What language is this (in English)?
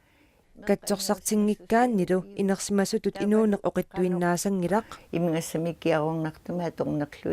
Kalaallisut